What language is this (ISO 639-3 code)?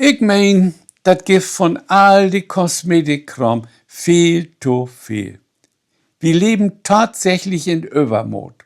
nds